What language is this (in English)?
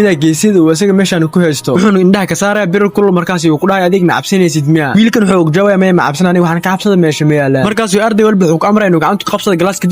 Somali